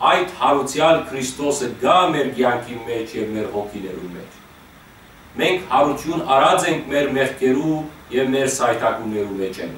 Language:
Western Armenian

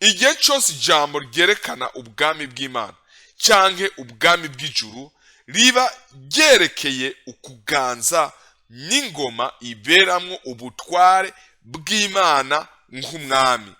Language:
Rundi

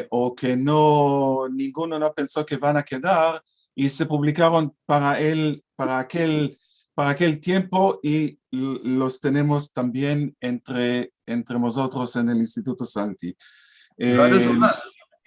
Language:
Ladino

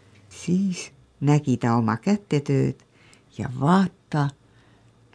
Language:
Estonian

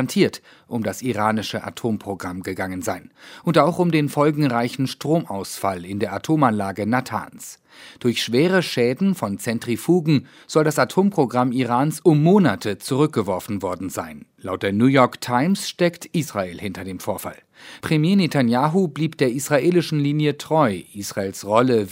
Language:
German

